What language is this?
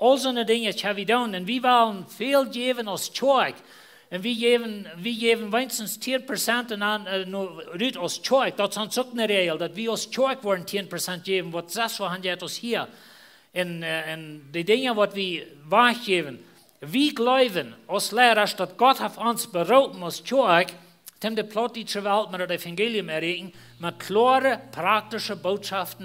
Plautdietsch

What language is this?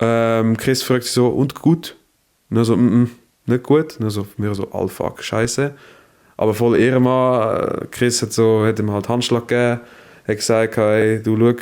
Swiss German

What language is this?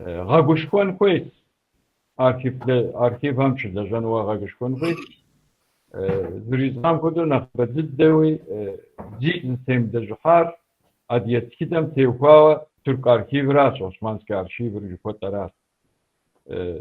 Kabardian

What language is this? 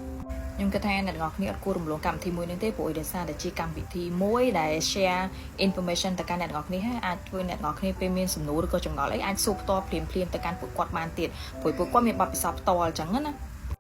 Khmer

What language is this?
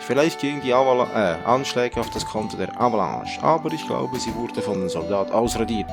Swiss German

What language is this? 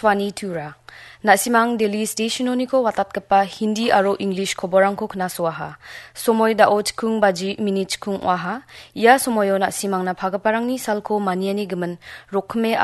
Garo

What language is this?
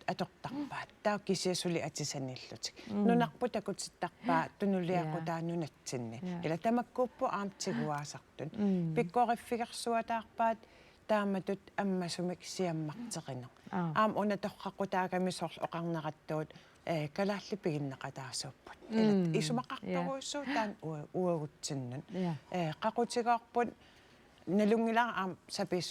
Kalaallisut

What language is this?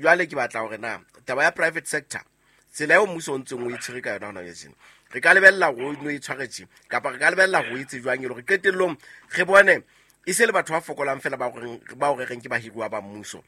Southern Sotho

